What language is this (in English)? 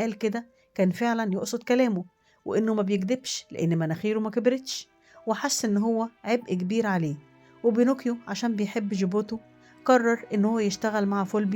Egyptian Arabic